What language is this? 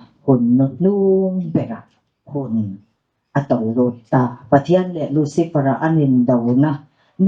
Mizo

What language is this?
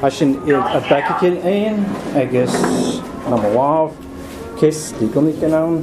Scottish Gaelic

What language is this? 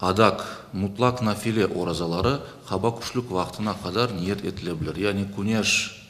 Crimean Tatar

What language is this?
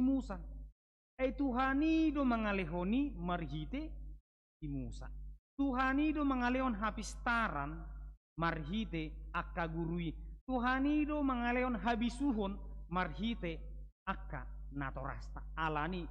Batak Toba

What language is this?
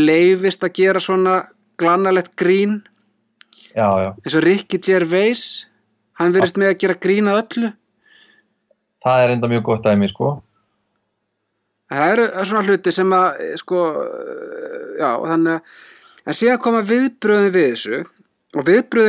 Icelandic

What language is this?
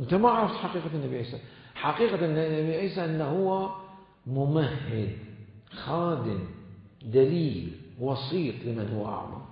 Mesopotamian Arabic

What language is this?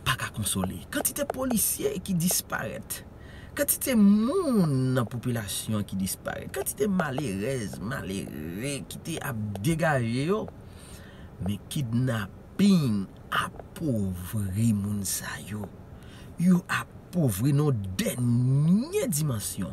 Haitian Creole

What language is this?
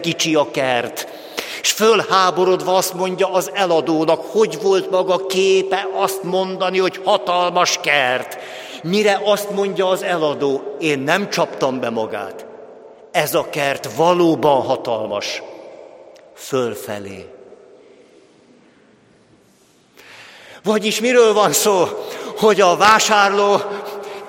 Hungarian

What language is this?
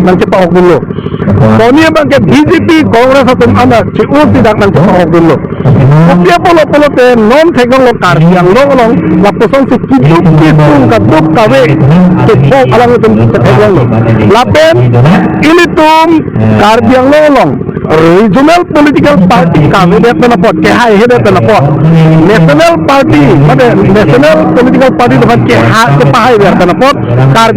Karbi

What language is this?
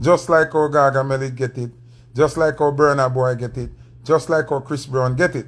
Jamaican Creole English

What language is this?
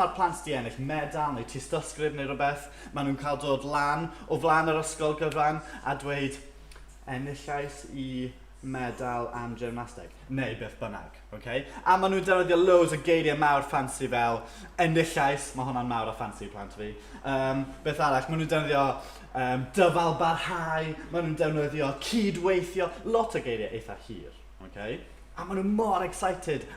Welsh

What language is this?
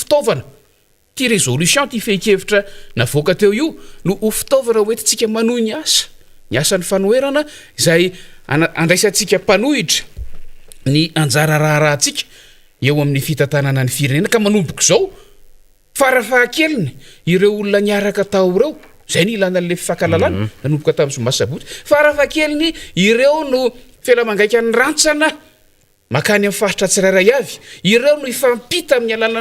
Malagasy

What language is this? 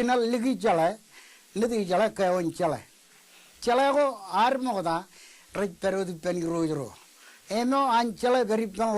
Marshallese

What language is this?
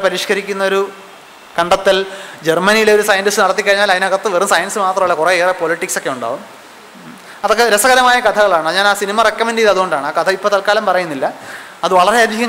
Malayalam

